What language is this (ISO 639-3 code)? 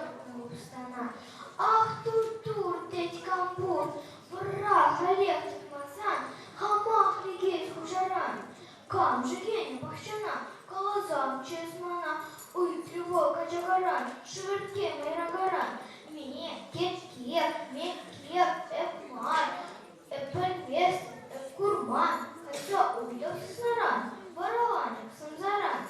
chv